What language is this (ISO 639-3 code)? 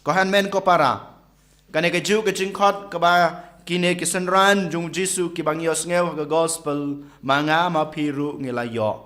kha